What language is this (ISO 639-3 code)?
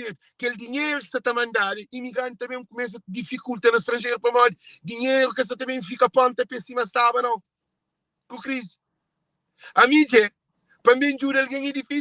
kea